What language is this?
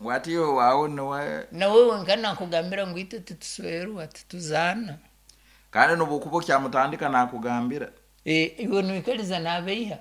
Nyankole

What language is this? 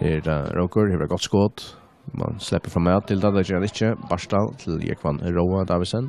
Faroese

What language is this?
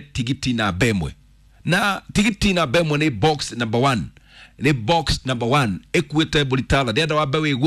Kikuyu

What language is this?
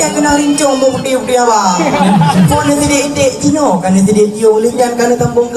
Achinese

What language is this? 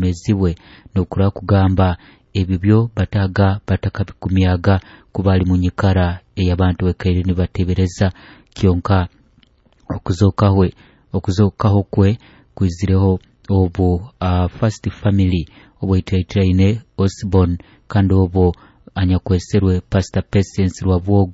Nyoro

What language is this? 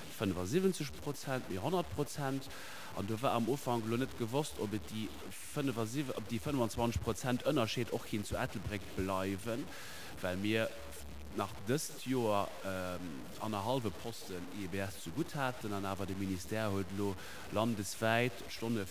Luxembourgish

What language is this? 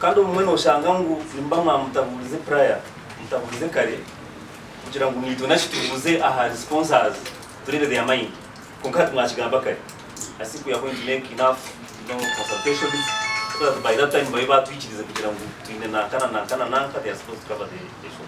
Nyankole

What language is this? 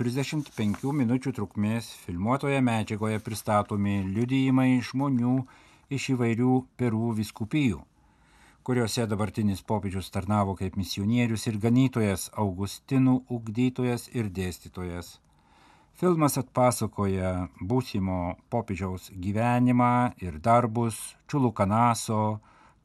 Lithuanian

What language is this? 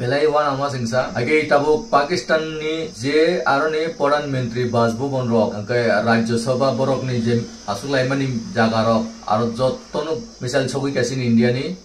Kok Borok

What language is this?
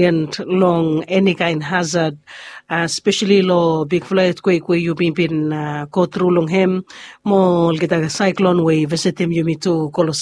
Bislama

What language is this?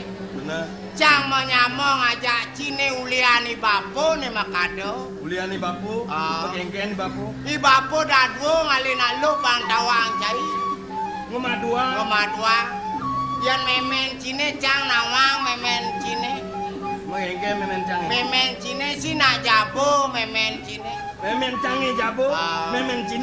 Balinese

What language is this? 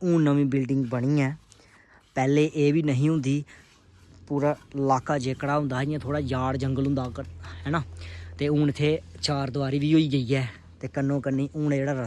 Dogri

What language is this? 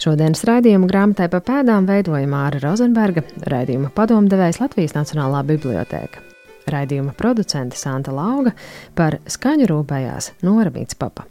Latvian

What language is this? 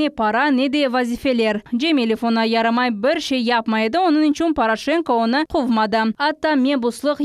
Crimean Tatar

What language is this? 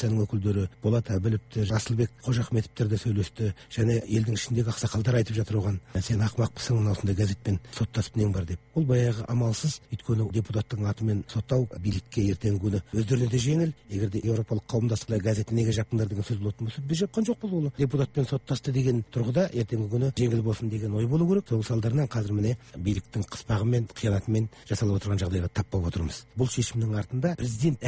Kazakh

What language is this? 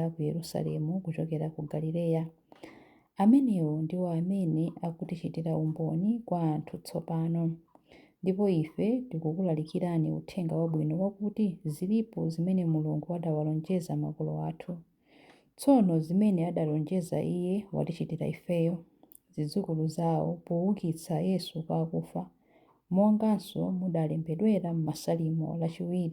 Nyanja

